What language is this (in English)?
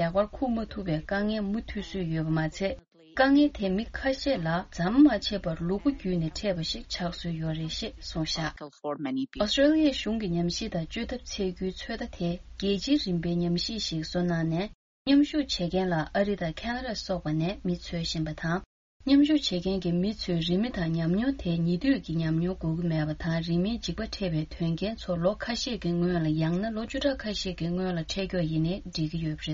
Tibetan